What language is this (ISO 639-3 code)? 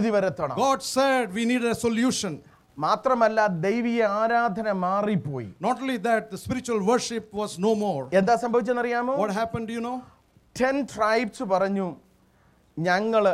mal